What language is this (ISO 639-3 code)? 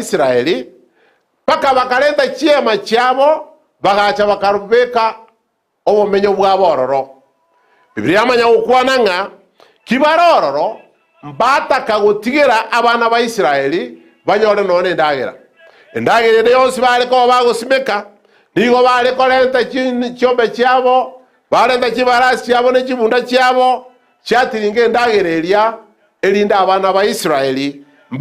guz